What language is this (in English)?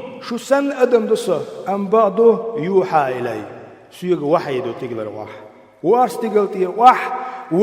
Chechen